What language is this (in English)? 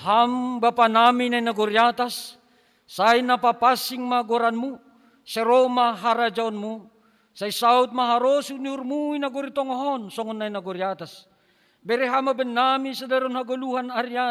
Batak Simalungun